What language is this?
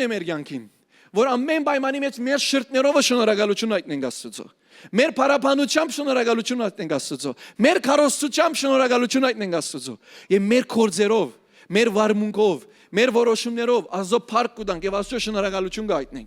Western Armenian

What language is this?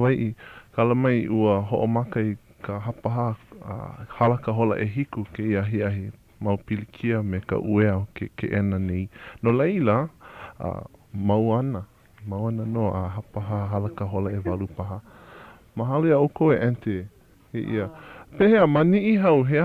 Hawaiian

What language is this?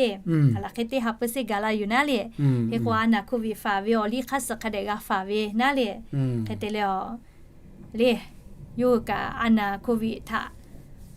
Lahu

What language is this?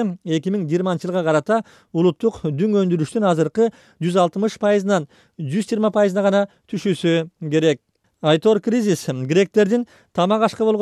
Kyrgyz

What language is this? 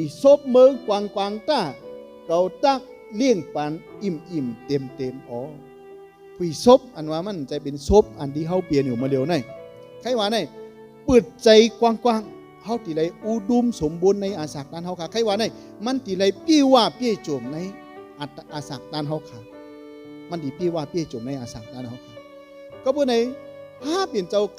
Shan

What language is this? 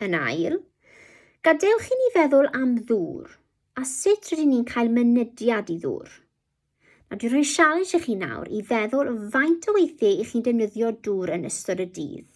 Welsh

